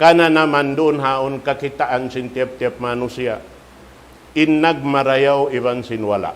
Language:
Tausug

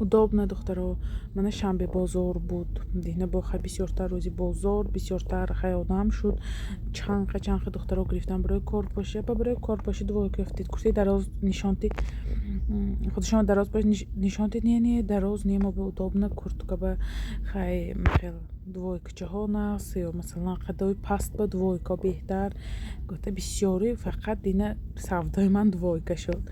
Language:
Tajik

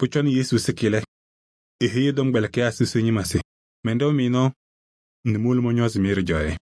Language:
Kabiyè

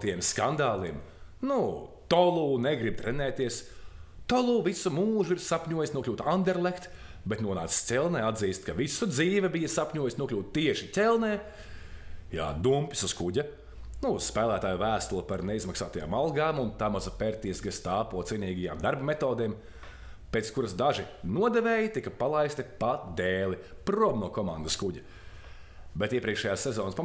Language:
Latvian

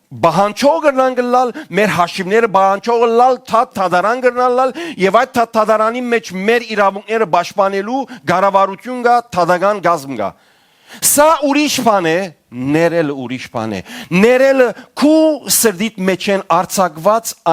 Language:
Western Armenian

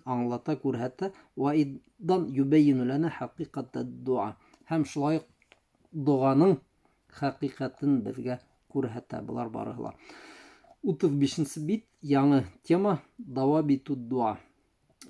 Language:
Bashkir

